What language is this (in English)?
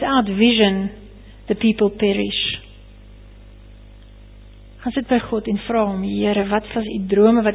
Afrikaans